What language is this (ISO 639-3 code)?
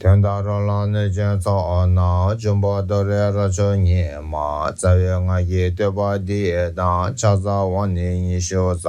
bod